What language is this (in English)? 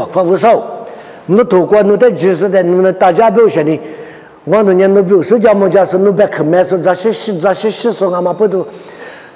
Lisu